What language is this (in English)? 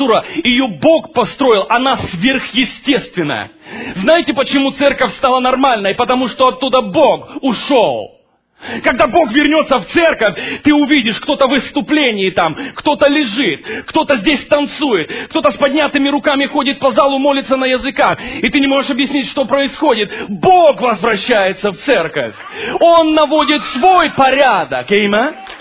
Russian